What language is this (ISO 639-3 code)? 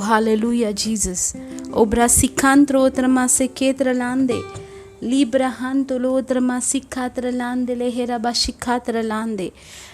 kok